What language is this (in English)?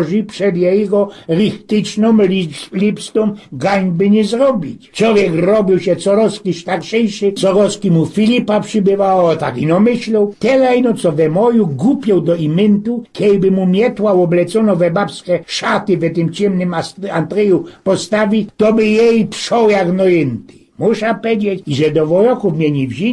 Silesian